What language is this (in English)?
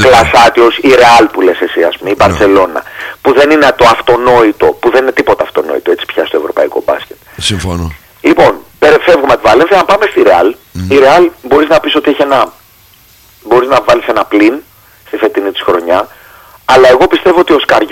Greek